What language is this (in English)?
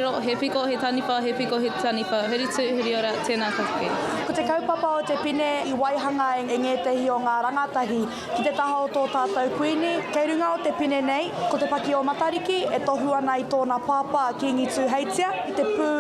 Māori